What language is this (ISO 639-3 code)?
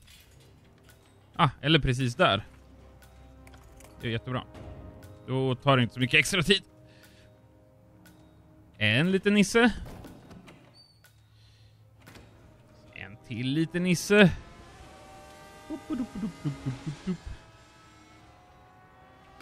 swe